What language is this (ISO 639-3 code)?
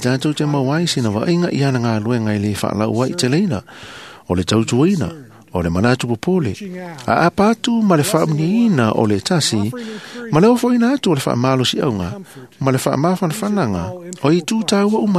smo